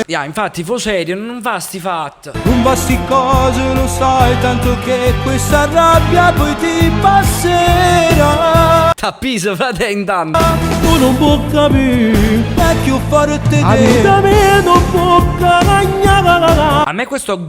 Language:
Neapolitan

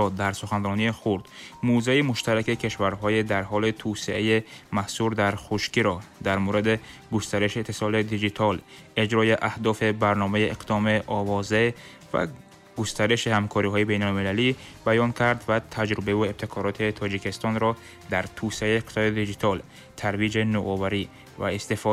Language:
Tajik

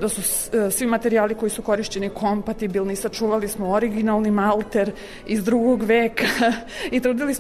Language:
Serbian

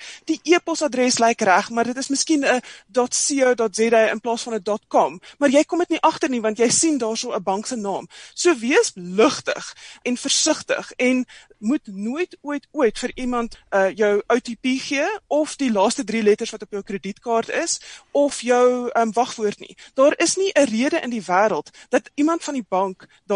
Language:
Afrikaans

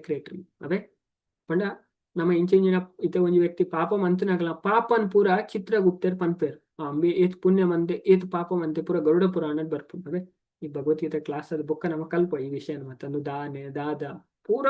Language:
Tulu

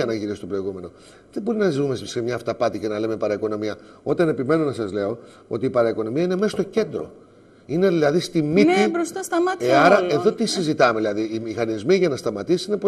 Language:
Greek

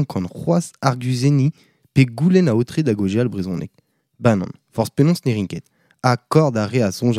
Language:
Breton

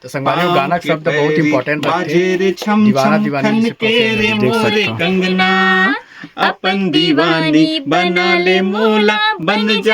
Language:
Chhattisgarhi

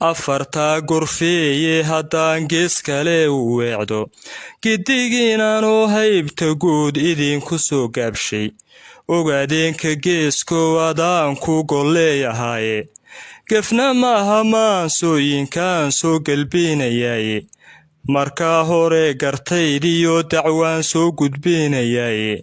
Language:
Somali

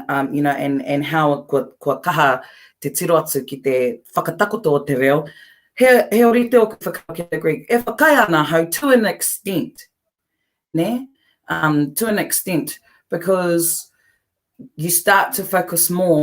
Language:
Māori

